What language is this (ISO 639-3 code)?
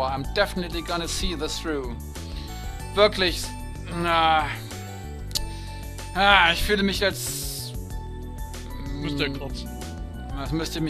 deu